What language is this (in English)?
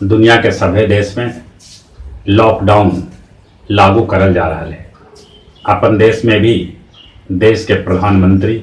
Magahi